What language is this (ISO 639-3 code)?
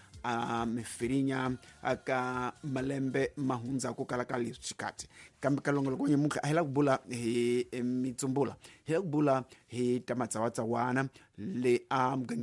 tso